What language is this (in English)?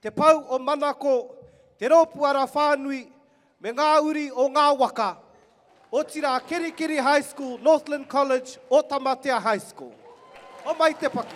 Māori